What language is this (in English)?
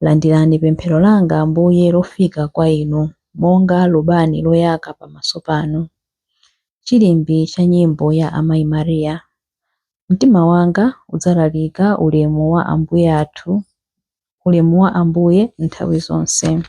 Nyanja